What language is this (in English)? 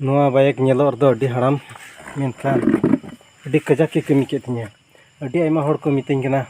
Santali